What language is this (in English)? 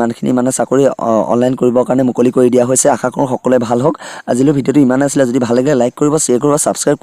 Assamese